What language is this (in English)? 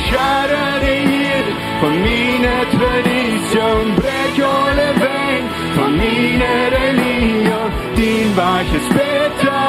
Plautdietsch